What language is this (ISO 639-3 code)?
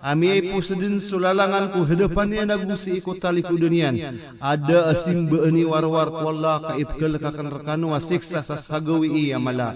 mrw